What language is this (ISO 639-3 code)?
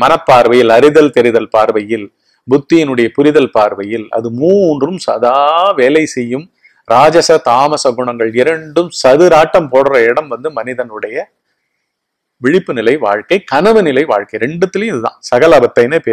tam